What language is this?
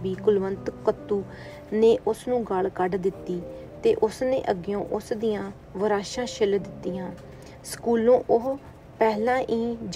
Punjabi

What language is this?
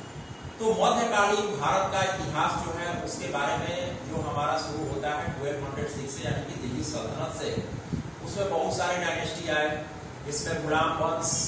Hindi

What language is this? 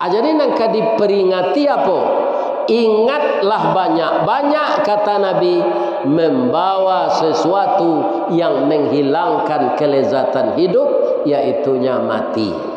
Minangkabau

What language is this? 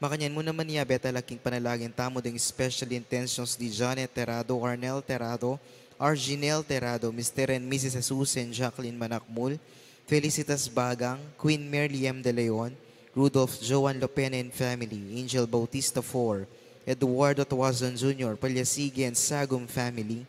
Pampanga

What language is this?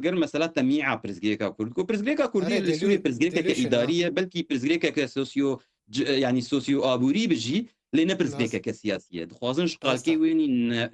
Kurdish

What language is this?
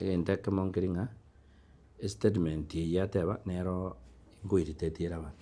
Gusii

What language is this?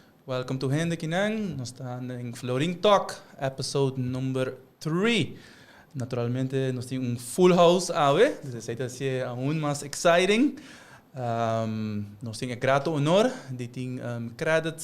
Papiamento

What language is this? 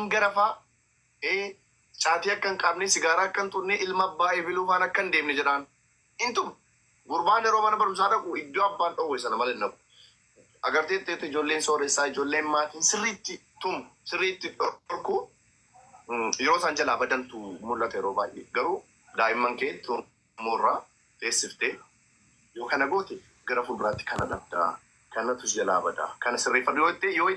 Oromo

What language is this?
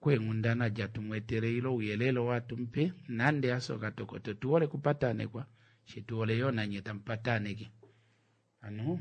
Kuanyama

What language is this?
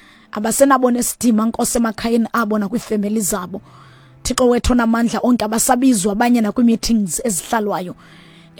Xhosa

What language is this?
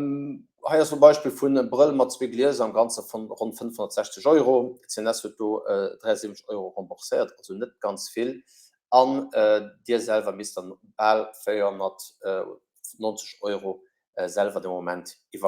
Luxembourgish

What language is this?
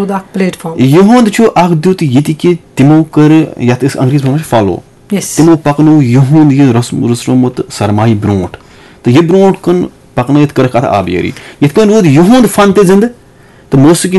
Kashmiri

